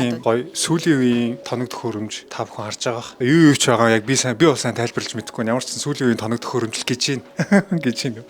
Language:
Mongolian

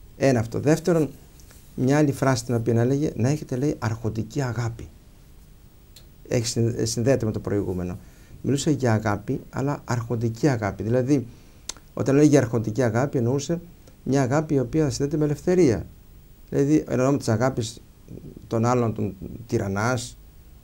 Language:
Greek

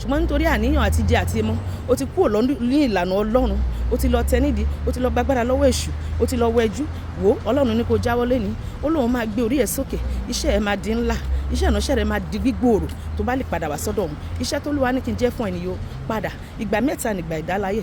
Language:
Yoruba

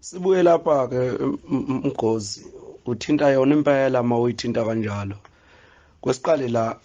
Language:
Zulu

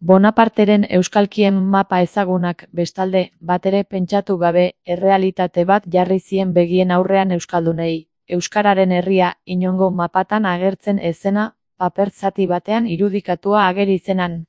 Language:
Basque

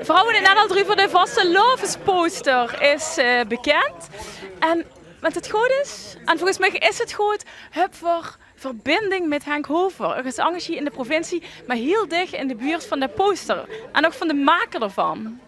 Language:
Limburgish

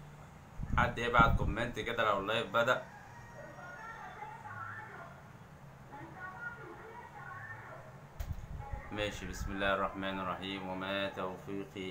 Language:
Egyptian Arabic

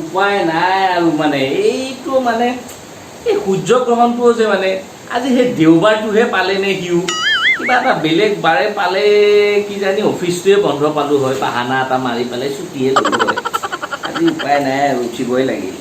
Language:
Assamese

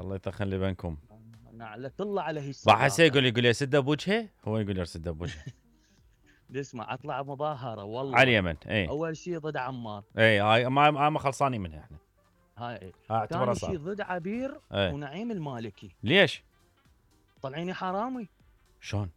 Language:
Mesopotamian Arabic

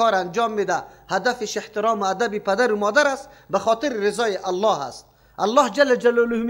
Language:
Persian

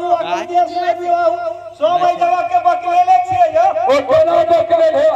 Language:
Maithili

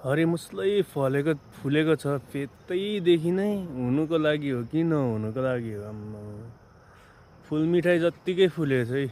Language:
Nepali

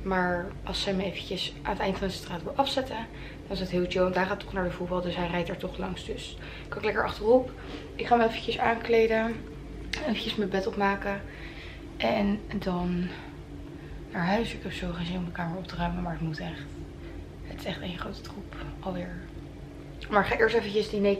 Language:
Dutch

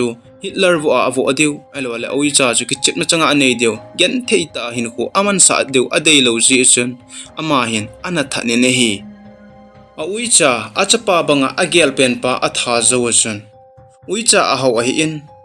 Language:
Thado Chin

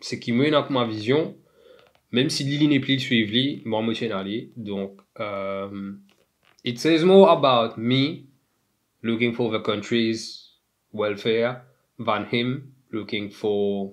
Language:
Morisyen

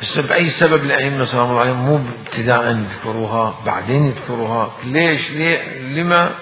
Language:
Mesopotamian Arabic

